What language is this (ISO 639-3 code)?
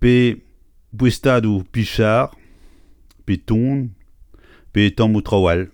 bre